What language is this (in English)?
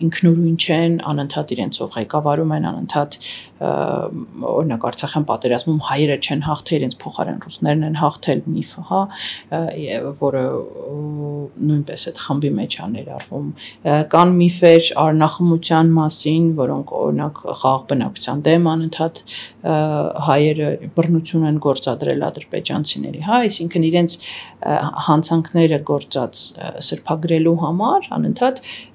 Armenian